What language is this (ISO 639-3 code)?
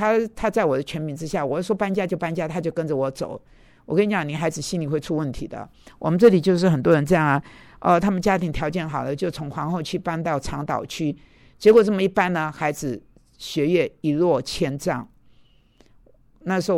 zho